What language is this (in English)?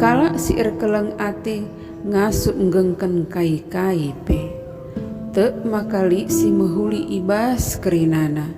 Batak Karo